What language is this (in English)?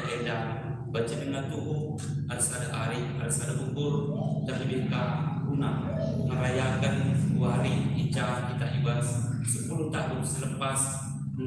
Batak Karo